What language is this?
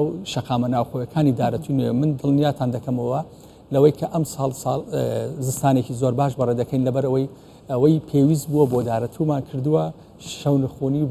Central Kurdish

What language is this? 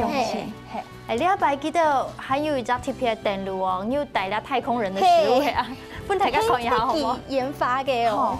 Hakka Chinese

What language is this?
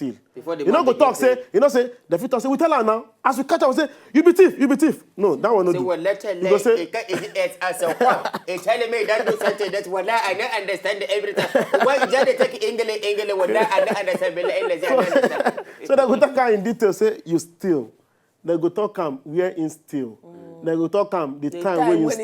Nigerian Pidgin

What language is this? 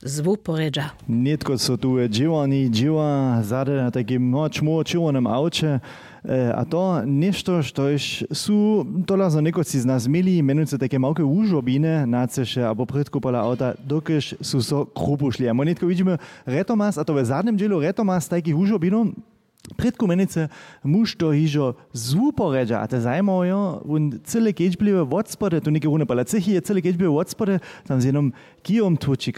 Upper Sorbian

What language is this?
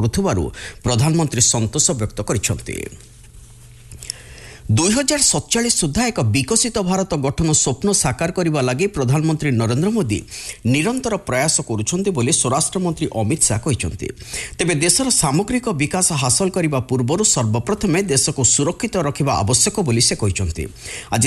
Odia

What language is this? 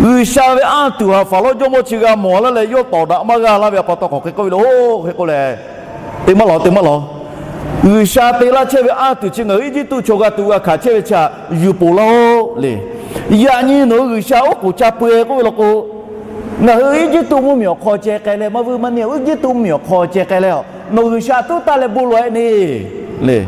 Lahu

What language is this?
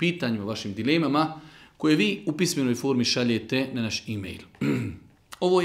Bosnian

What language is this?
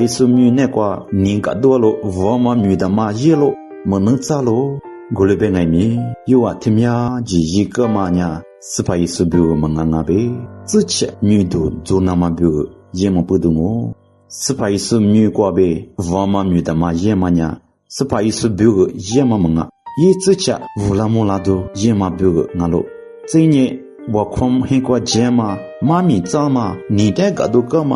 Lisu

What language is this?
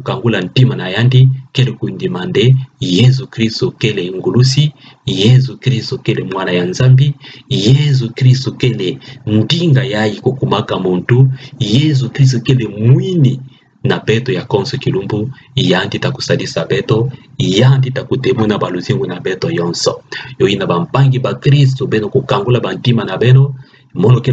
Kituba (Democratic Republic of Congo)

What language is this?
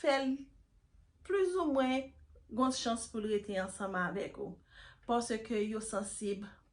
Haitian Creole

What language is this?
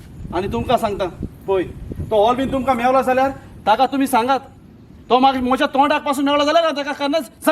Konkani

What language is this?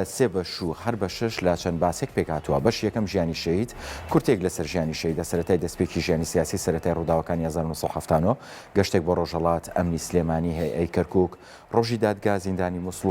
Central Kurdish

